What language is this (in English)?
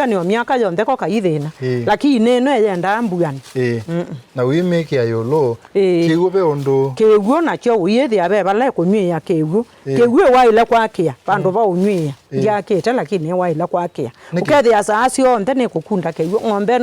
Kamba